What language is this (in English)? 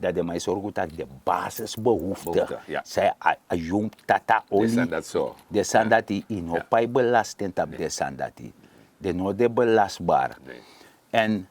Sranan Tongo